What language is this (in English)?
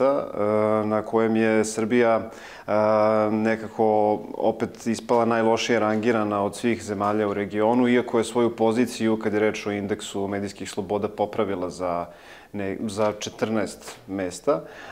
Serbian